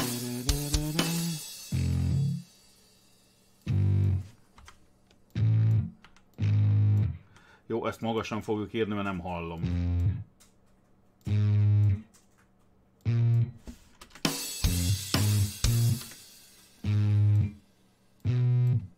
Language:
Hungarian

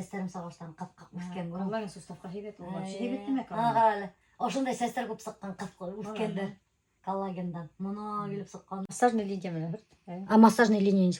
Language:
Bashkir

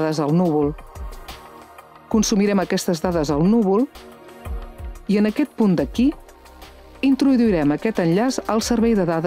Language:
Catalan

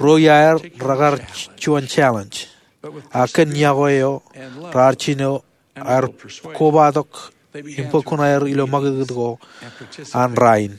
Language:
Marshallese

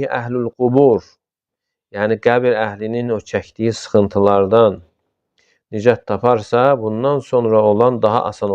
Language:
Azerbaijani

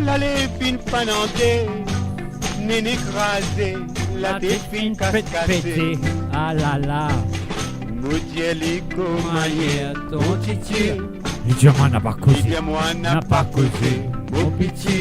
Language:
Morisyen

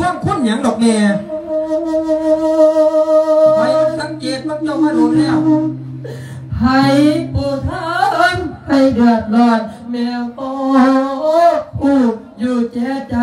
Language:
Thai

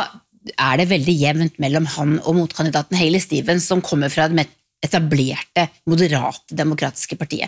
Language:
Norwegian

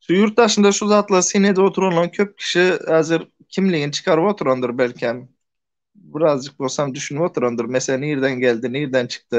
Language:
Turkmen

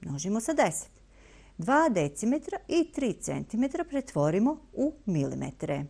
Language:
Bosnian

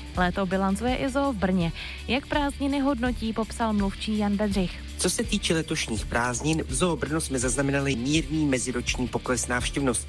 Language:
Czech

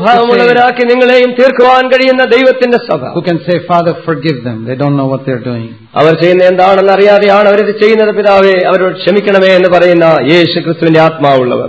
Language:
Malayalam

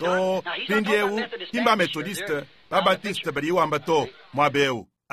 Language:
Luba-Lulua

